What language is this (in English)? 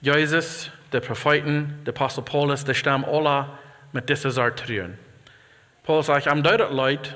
Plautdietsch